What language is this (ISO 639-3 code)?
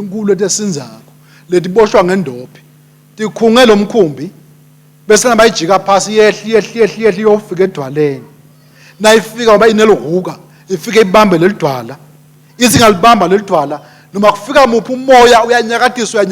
ssw